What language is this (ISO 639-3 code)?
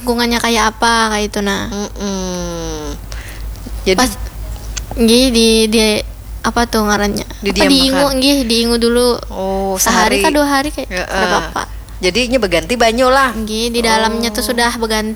bjn